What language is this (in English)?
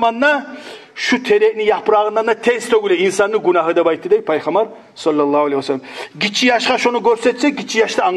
Kumyk